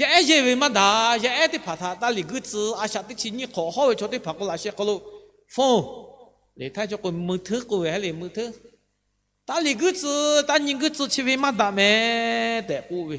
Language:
Lahu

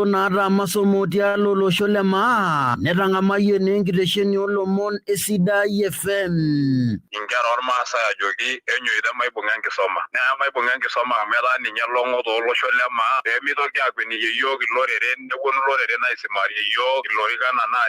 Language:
Masai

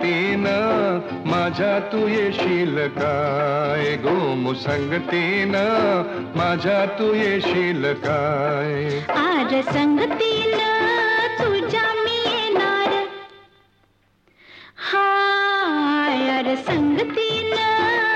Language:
Marathi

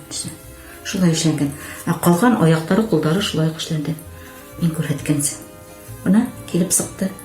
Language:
Bashkir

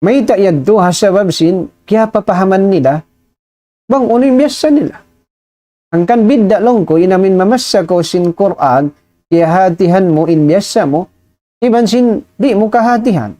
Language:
Tausug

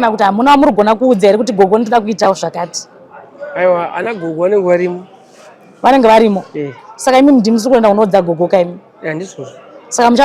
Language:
Shona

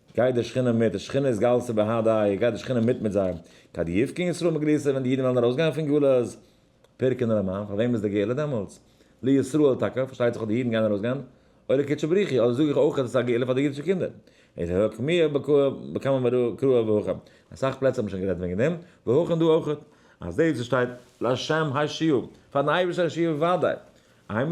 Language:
Yiddish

